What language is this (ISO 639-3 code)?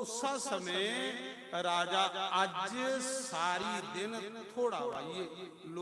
doi